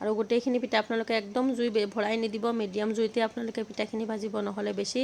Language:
Assamese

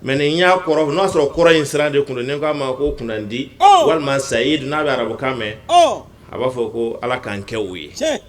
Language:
Bambara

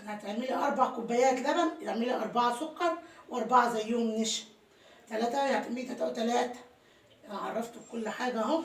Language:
Egyptian Arabic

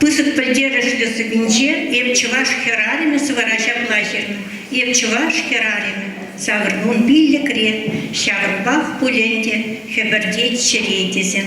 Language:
Chuvash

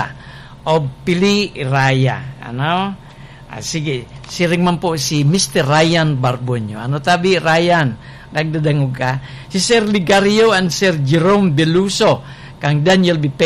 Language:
Bikol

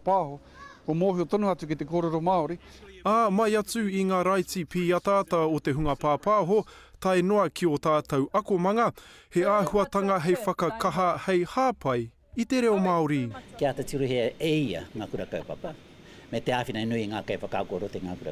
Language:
Māori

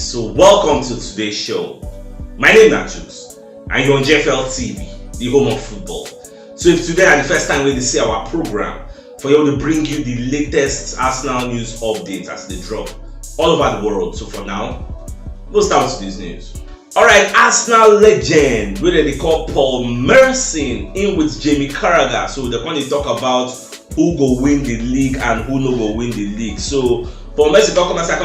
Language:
Nigerian Pidgin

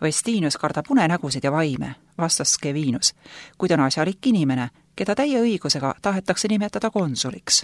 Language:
Estonian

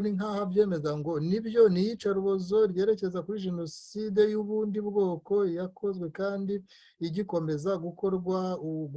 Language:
Kinyarwanda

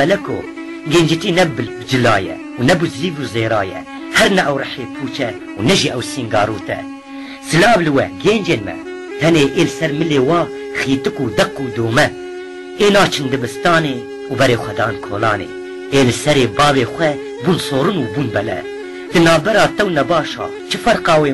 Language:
Kurdish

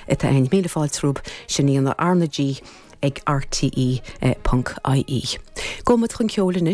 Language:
Irish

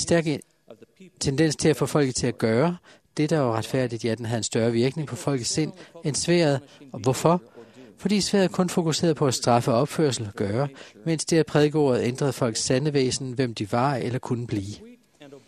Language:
Danish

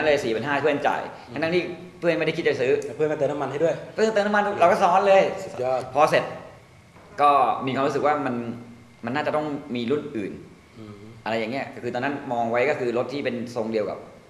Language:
Thai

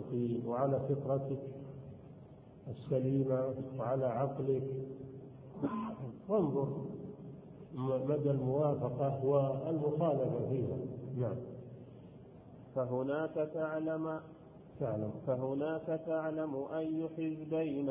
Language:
Arabic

